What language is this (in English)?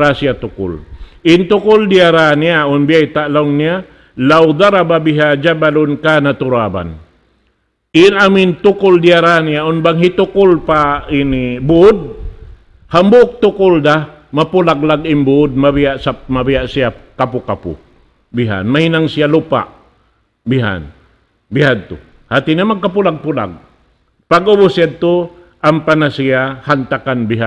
Tausug